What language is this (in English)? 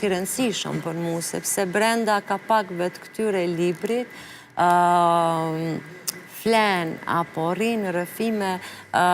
Albanian